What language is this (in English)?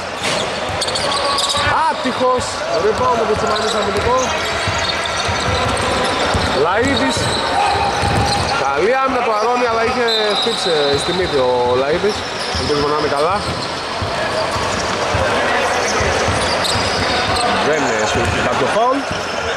Greek